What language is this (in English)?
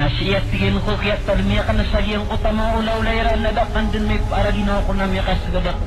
Maranao